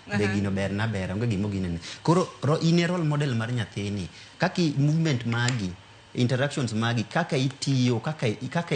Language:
Luo (Kenya and Tanzania)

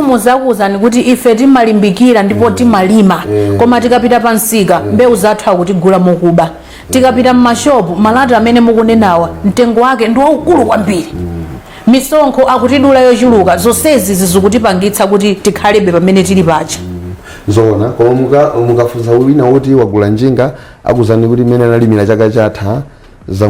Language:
Nyanja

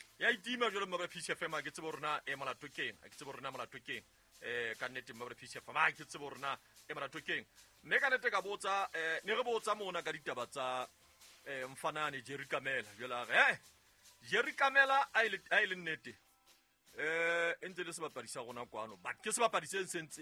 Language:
Southern Sotho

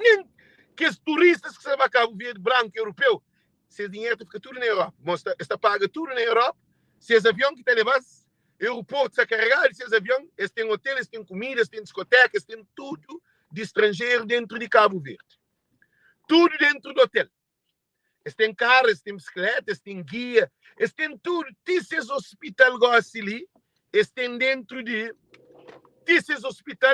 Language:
Kabuverdianu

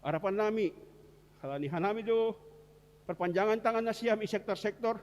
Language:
Batak Simalungun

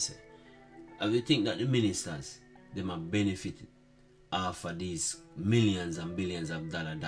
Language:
Jamaican Creole English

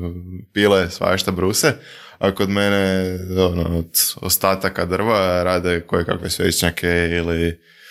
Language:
Serbian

